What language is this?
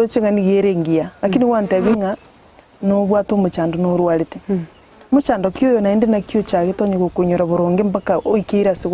Gusii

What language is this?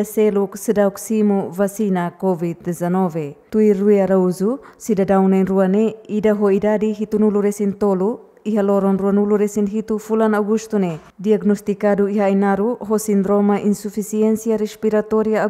Tetum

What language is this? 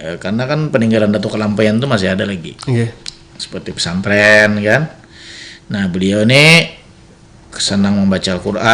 Banjar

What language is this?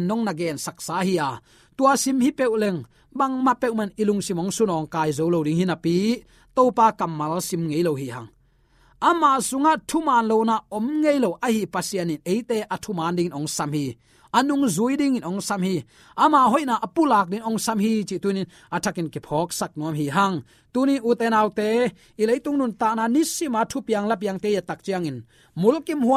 Tedim Chin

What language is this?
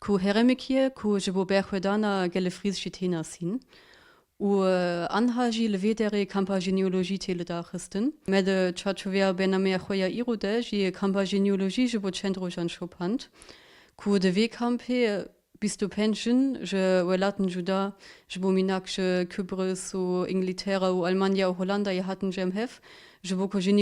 Kurdish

